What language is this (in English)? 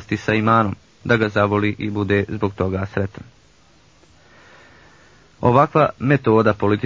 Bosnian